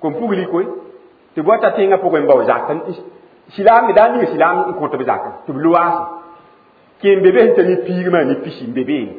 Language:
Mossi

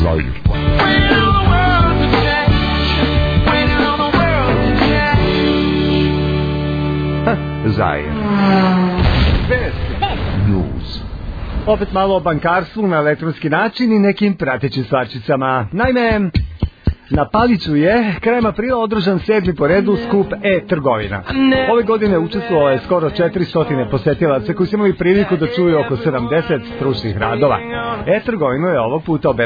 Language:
Serbian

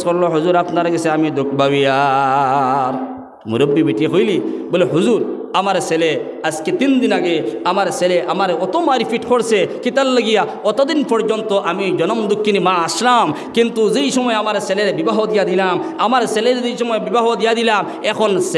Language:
Sylheti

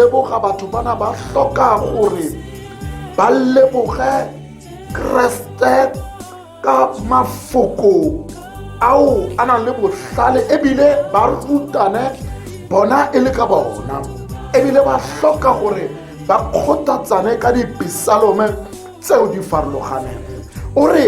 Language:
Tswana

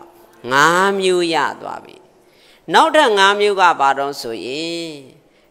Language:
Burmese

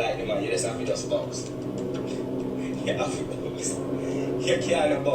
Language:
Jamaican Creole English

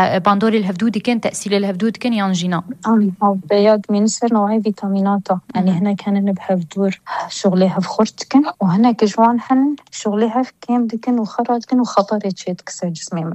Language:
Kurdish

